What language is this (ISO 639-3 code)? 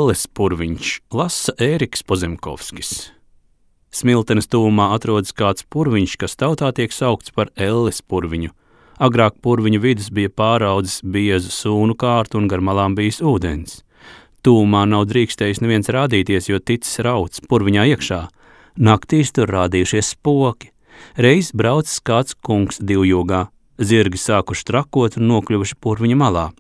lav